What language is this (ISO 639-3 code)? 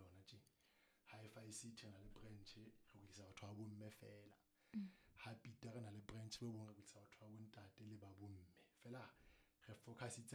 sot